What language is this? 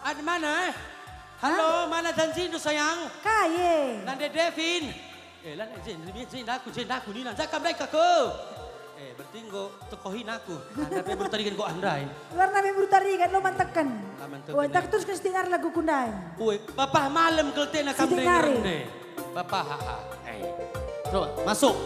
Batak Karo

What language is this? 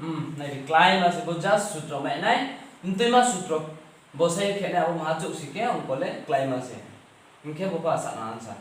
Riang (India)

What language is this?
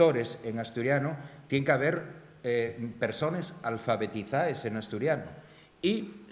Asturian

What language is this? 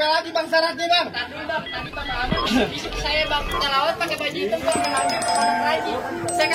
Betawi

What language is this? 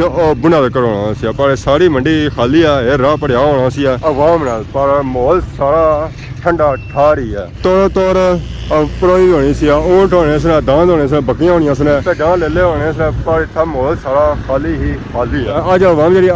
Pahari-Potwari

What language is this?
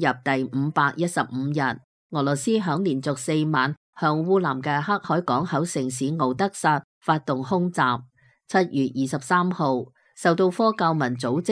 Cantonese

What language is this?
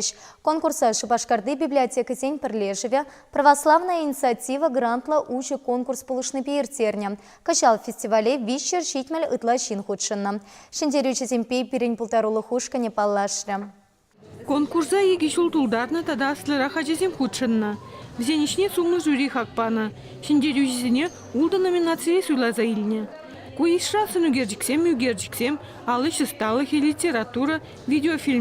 Chuvash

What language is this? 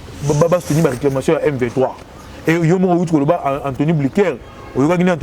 Lingala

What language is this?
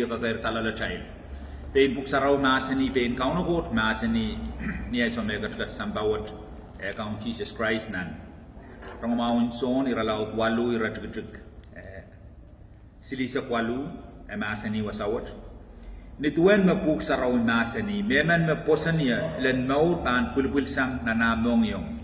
Pohnpeian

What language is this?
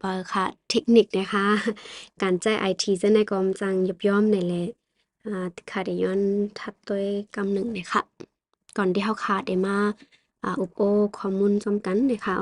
Shan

